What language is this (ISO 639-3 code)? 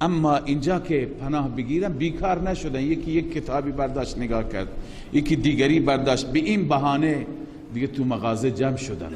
fas